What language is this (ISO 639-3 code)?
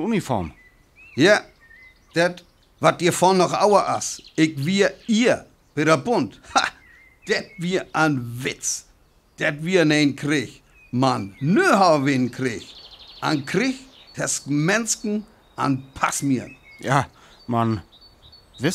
frr